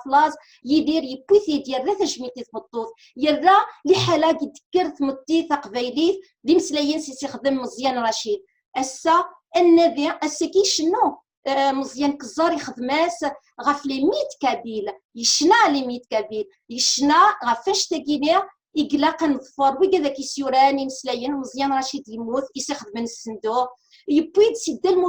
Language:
Kabyle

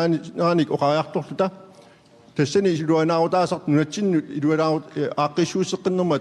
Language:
Kalaallisut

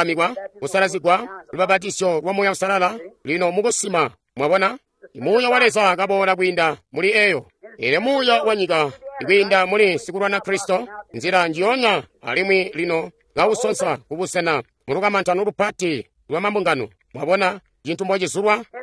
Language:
Tonga (Zambia)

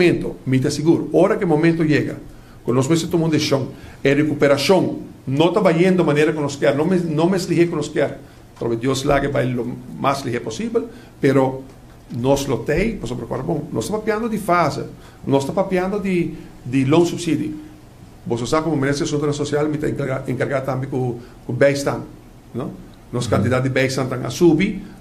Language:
Papiamento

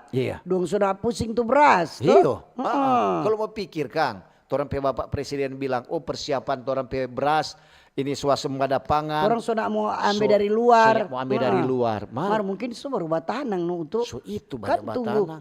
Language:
Manado Malay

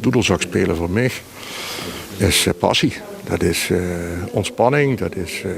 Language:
Limburgish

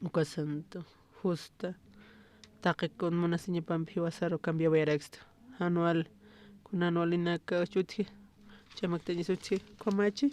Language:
Aymara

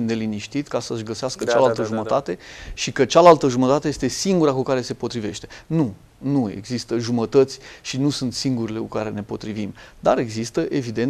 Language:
Romanian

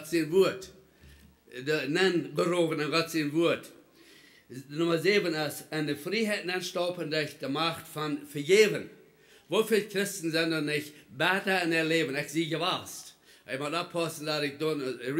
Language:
Plautdietsch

